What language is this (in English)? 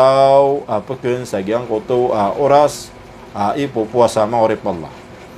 Maranao